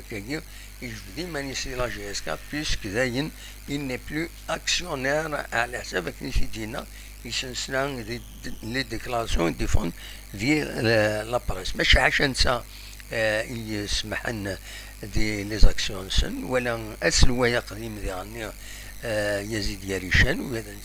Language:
Kabyle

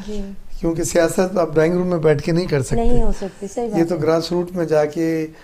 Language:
Urdu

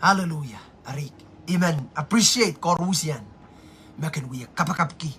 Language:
Pohnpeian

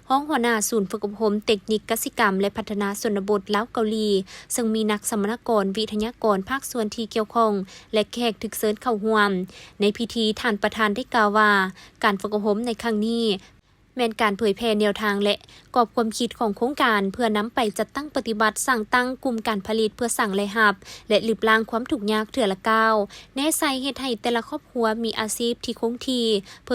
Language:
Lao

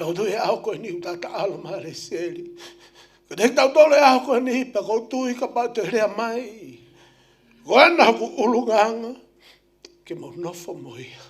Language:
Tongan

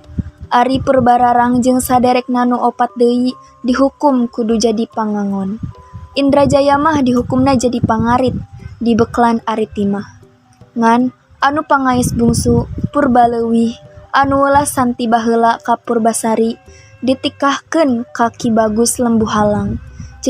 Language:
Sundanese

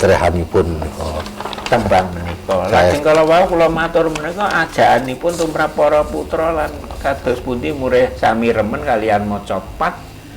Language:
Javanese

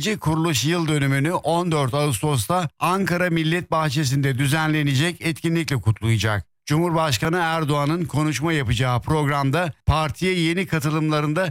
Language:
Turkish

